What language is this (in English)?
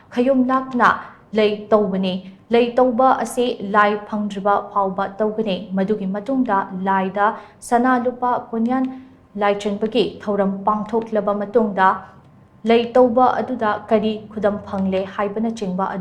Manipuri